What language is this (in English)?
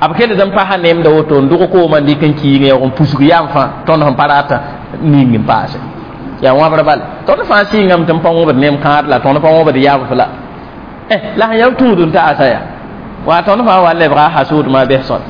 Mossi